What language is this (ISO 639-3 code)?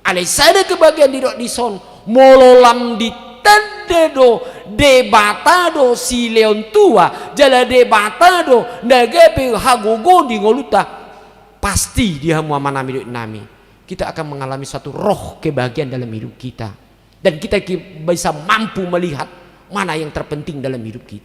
bbc